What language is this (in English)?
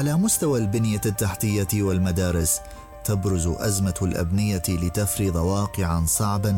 Arabic